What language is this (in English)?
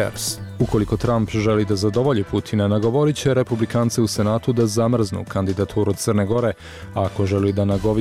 Croatian